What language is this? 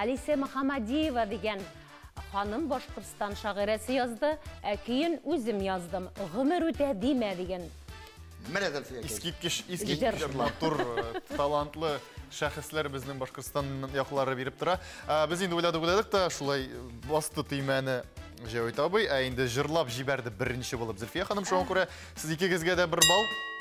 Tatar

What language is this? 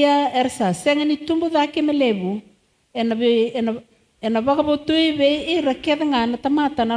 Fijian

